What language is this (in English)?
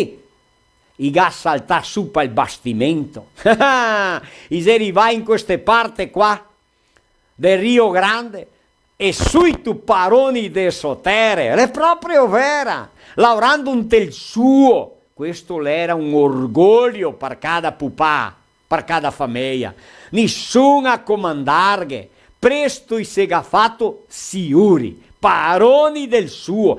Venetian